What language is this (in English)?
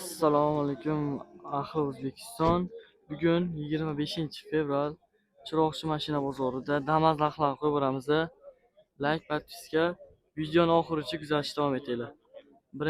Uzbek